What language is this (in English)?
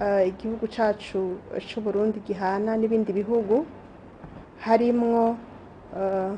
Rundi